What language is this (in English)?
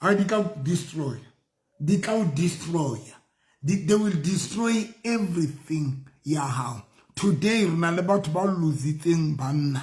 Southern Sotho